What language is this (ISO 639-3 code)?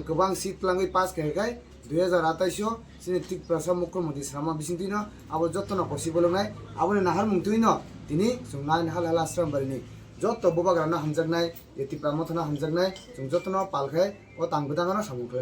trp